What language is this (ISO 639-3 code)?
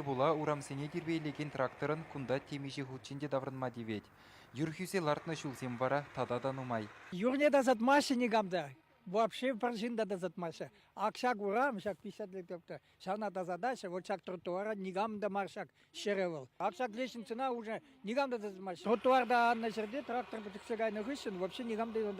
chv